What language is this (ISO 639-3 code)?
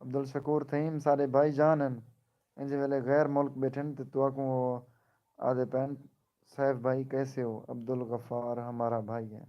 skr